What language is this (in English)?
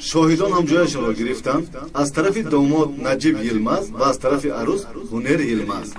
Tajik